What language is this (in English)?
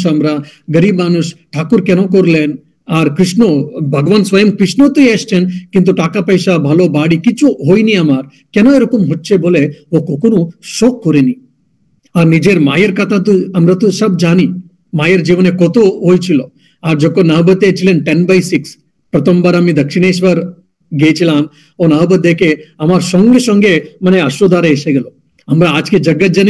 Bangla